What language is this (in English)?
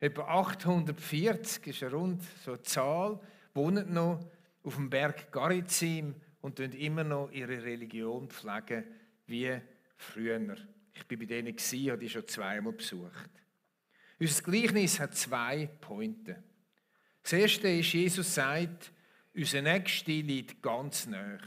Swiss German